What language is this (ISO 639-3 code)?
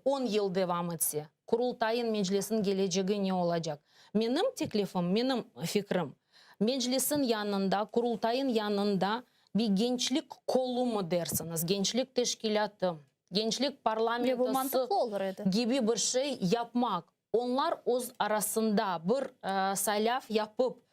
crh